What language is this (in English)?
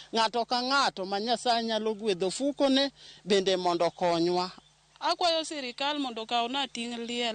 Luo (Kenya and Tanzania)